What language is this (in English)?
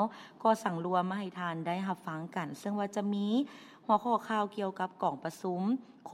Lao